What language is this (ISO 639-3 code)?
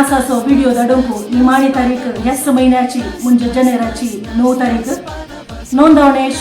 kok